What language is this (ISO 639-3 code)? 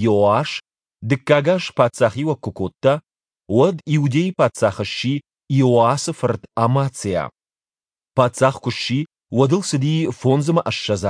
oss